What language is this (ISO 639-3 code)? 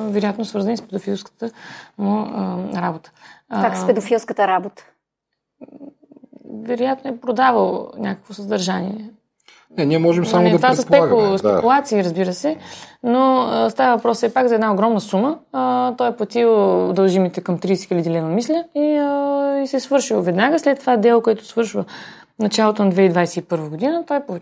bul